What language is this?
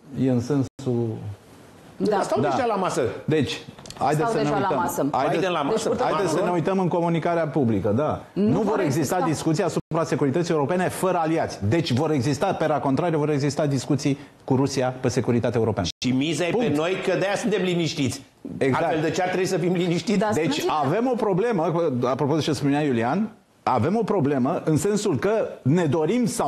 Romanian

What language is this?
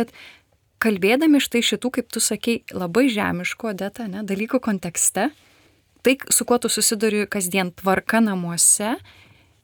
Lithuanian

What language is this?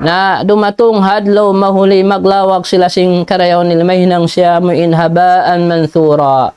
Tausug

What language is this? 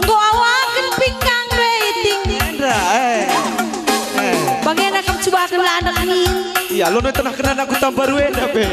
Batak Karo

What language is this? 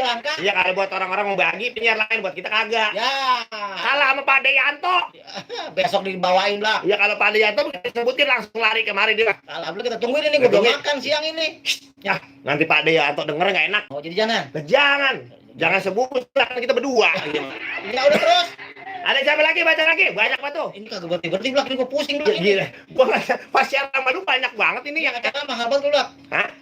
Betawi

